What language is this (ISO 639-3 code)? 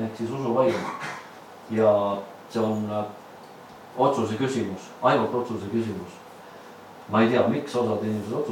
est